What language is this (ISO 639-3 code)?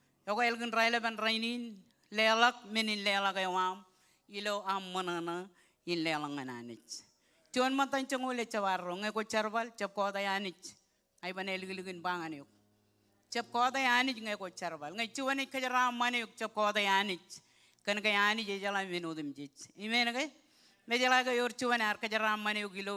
mah